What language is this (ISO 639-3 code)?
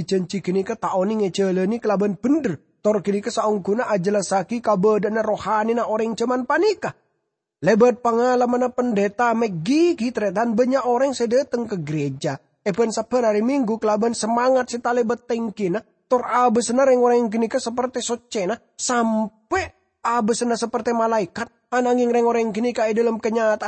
mad